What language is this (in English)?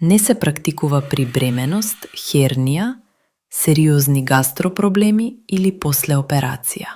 Macedonian